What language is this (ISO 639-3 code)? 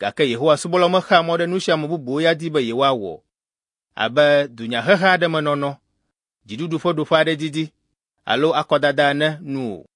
ewe